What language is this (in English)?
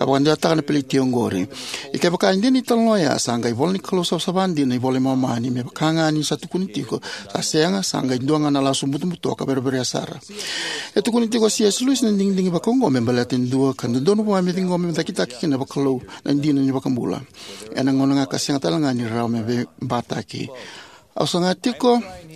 Fijian